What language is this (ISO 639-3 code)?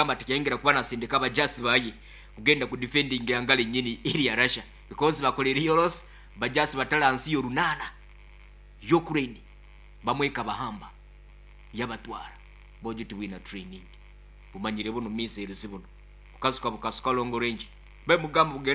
nyn